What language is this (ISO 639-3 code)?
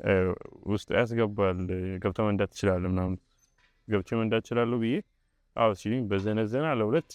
amh